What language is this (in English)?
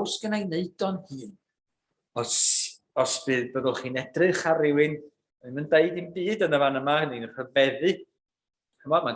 Welsh